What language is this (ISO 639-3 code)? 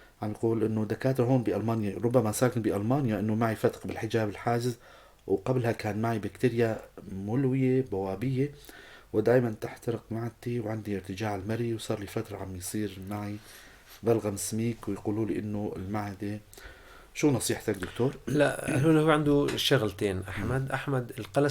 apc